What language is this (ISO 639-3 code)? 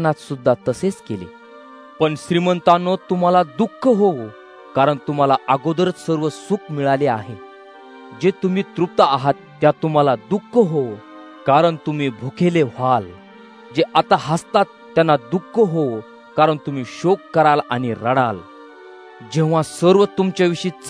mar